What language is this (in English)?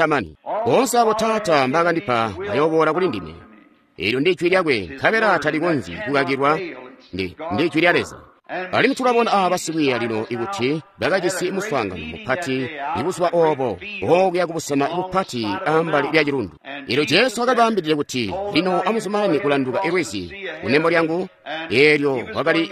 Tonga (Zambia)